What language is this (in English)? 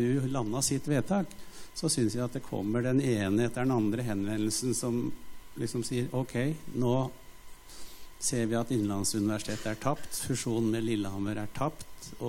Norwegian